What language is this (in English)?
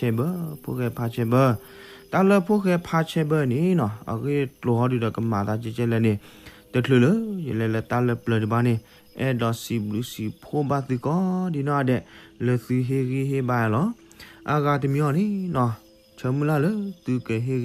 S'gaw Karen